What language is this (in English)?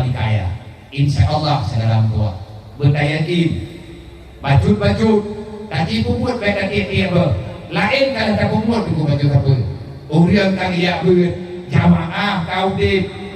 Achinese